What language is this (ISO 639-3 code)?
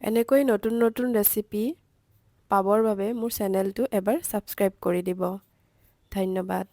asm